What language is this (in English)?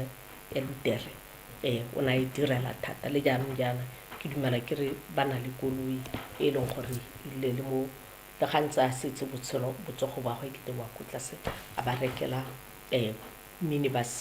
Tswana